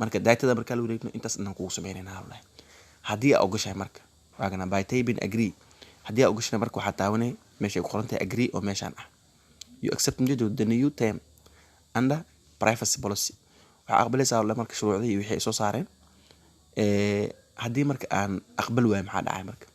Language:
Somali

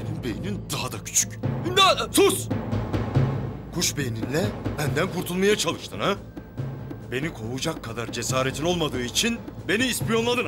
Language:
Turkish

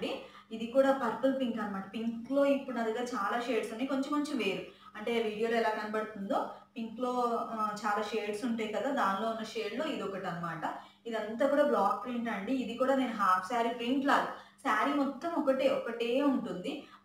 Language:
Telugu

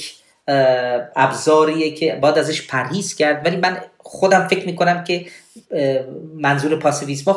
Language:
Persian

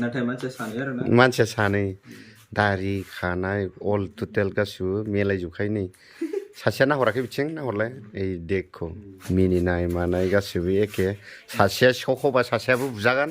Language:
Bodo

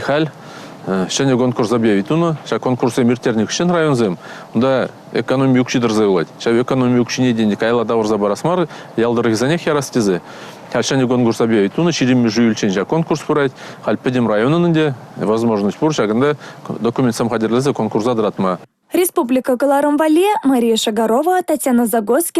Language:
Chuvash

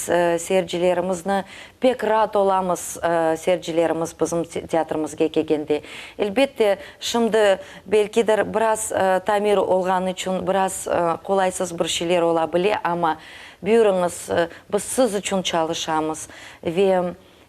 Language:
Crimean Tatar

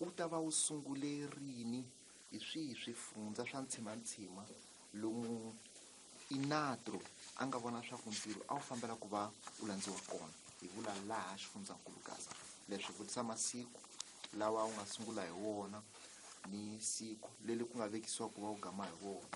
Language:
Tsonga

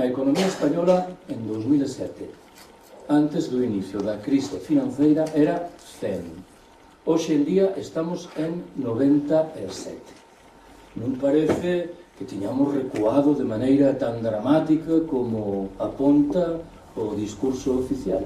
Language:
Galician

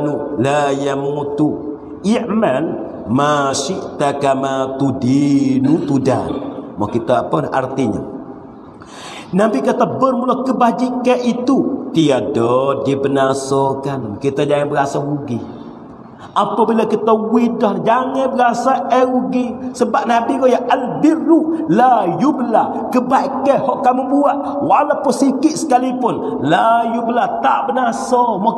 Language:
Pattani Malay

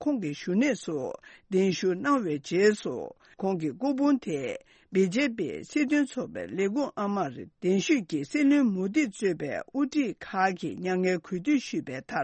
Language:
Tibetan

